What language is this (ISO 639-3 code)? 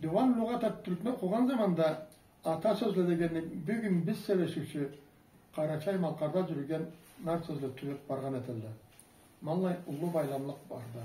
krc